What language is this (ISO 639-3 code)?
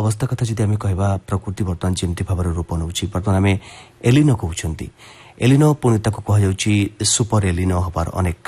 ori